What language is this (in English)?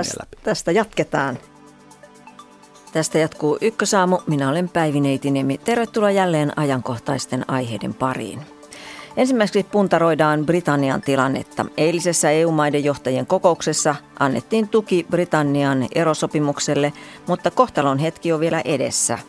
Finnish